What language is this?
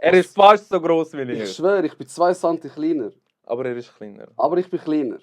Swiss German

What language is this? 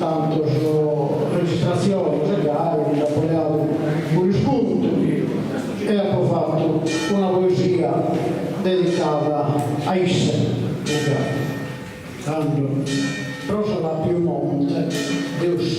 Sardinian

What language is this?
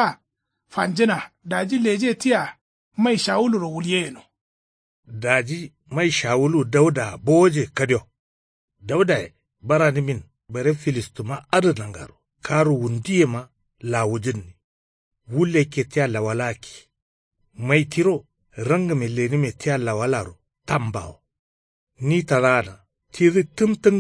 Kanuri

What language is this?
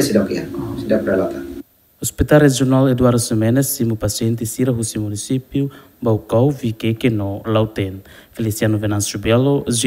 Tetum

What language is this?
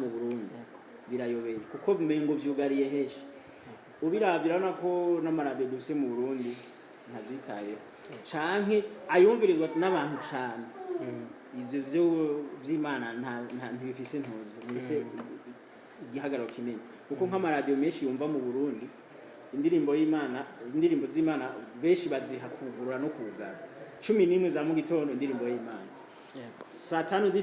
Rundi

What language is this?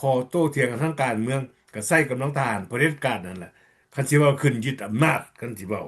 Lao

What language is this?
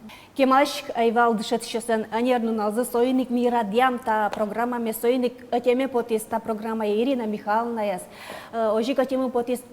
Udmurt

